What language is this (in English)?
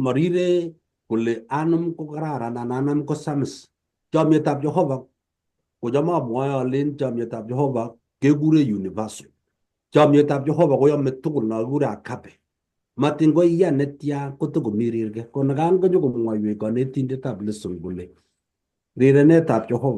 Kalenjin